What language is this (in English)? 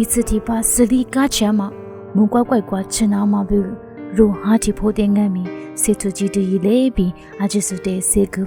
Lisu